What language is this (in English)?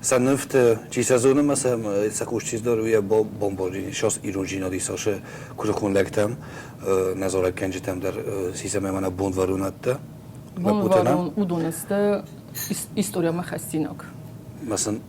Ossetic